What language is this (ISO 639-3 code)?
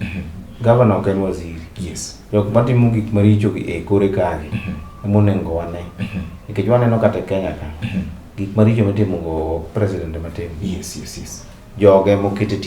luo